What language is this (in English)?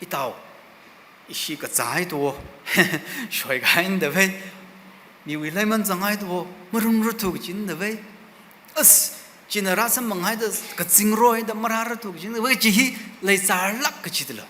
Tangkhul Naga (India)